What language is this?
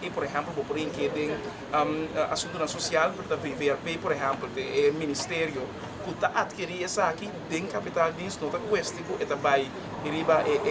Papiamento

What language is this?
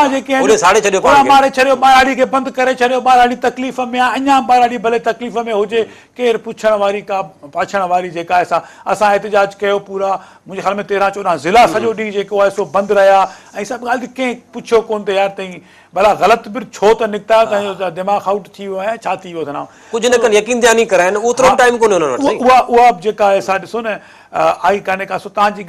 Sindhi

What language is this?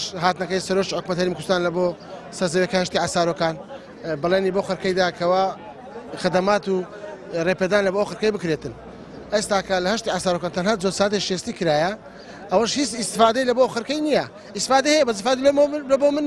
Central Kurdish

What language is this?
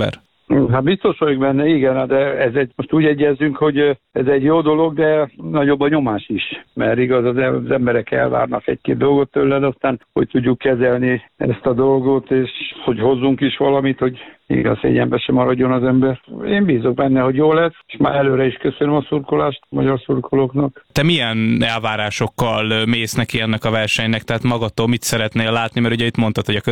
Hungarian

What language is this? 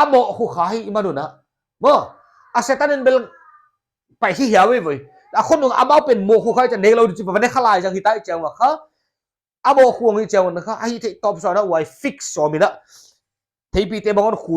Paite Chin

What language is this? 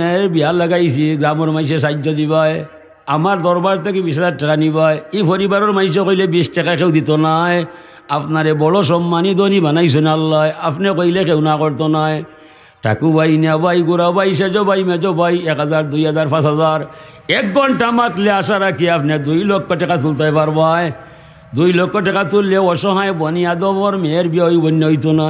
Sylheti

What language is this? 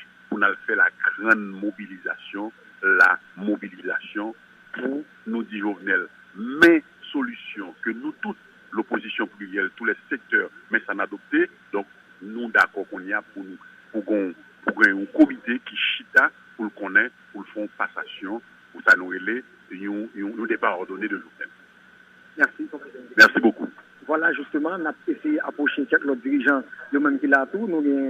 Haitian Creole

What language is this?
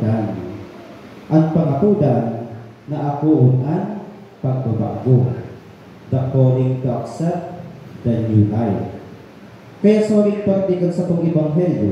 Bikol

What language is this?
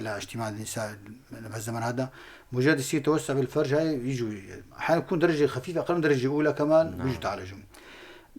North Levantine Arabic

